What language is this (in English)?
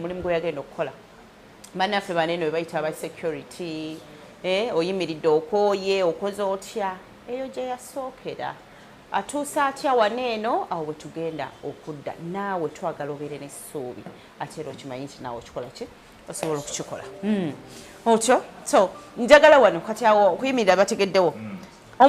Ganda